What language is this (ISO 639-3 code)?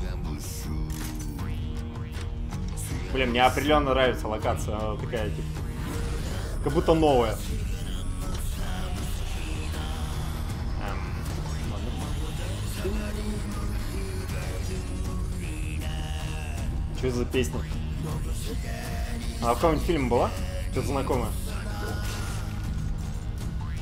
rus